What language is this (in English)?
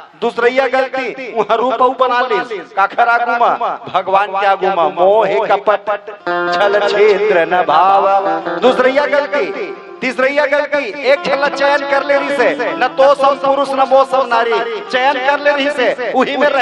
Chhattisgarhi